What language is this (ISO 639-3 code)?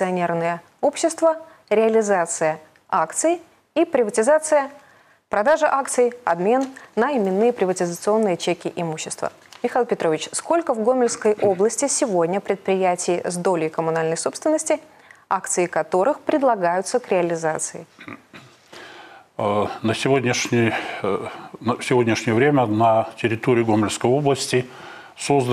rus